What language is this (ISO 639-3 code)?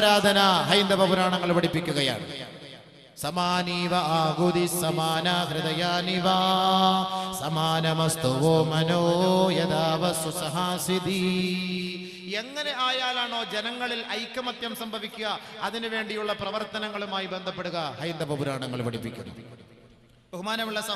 mal